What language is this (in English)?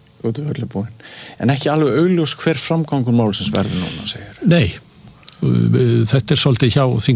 Icelandic